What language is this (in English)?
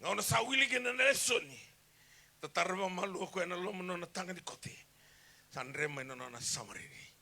Fijian